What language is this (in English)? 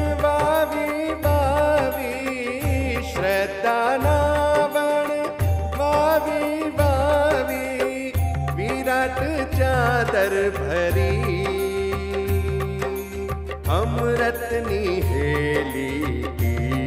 Hindi